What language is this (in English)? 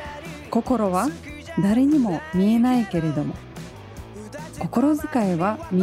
Japanese